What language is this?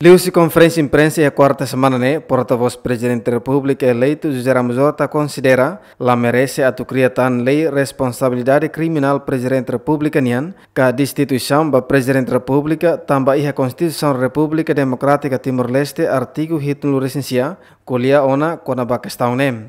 Tetum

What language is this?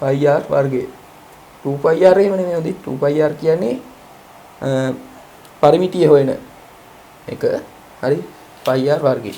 Sinhala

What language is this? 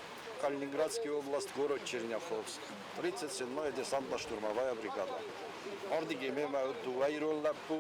Ossetic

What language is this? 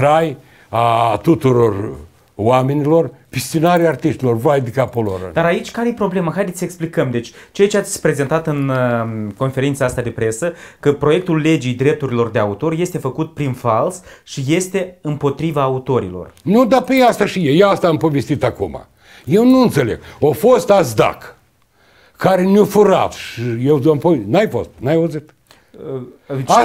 Romanian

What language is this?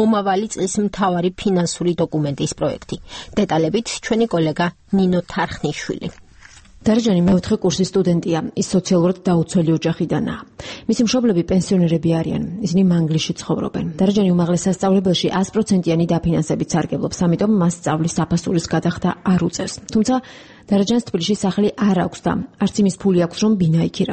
Georgian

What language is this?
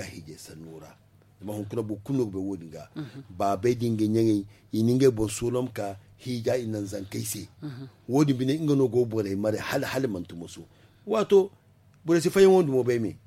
Zarma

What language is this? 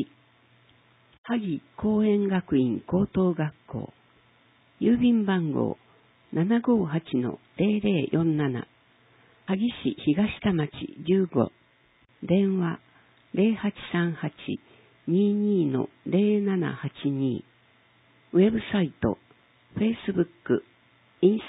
Japanese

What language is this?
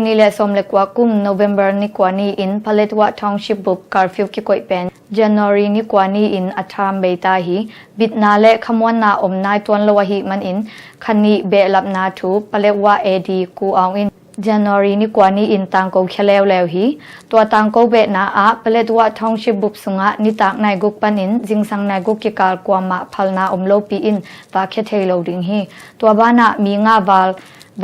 Tedim Chin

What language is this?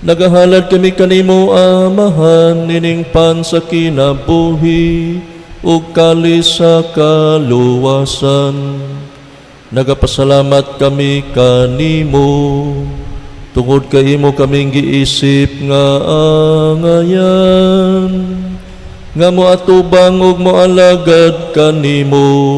Cebuano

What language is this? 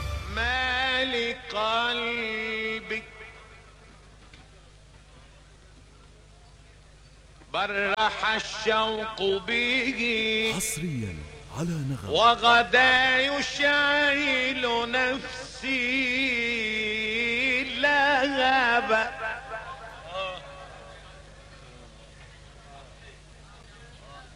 Arabic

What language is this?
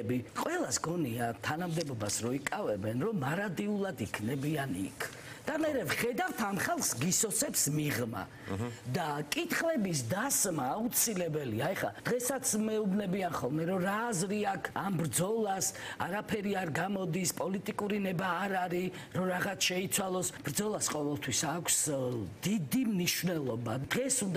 Georgian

